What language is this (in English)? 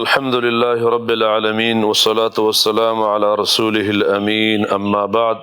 Pashto